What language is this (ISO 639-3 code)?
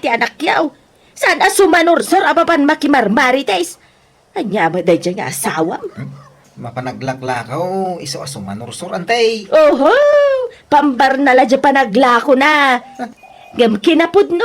ilo